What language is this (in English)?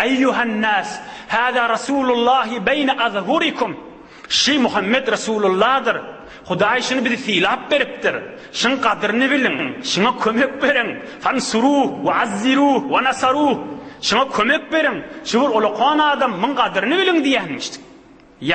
Turkmen